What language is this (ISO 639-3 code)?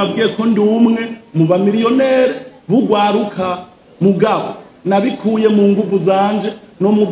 run